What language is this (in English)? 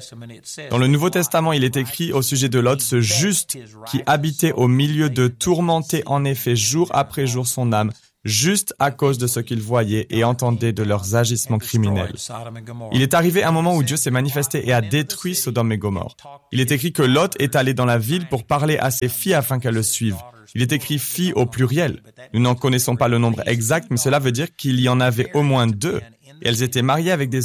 French